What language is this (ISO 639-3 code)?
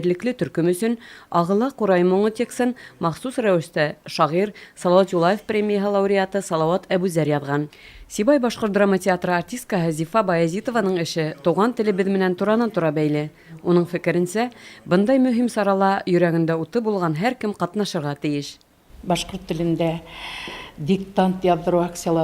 bak